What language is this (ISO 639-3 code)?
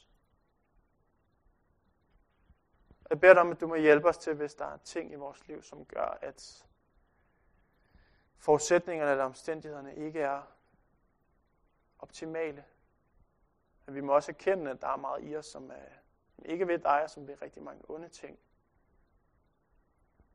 dan